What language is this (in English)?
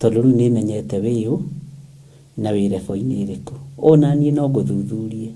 Kikuyu